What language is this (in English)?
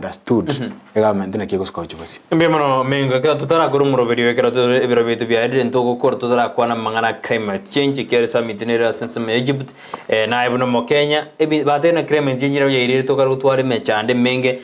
Gusii